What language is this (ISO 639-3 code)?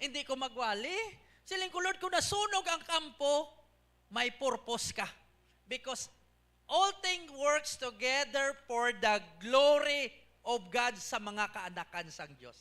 hil